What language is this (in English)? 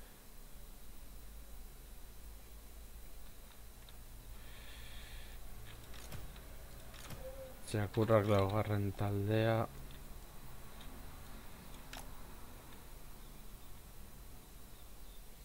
Basque